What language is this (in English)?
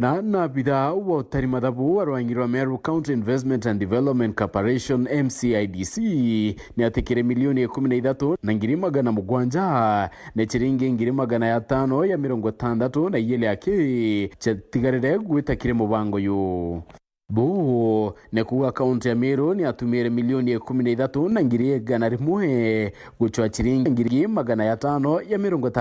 Meru